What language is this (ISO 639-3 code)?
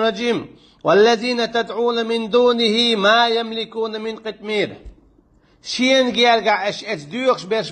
che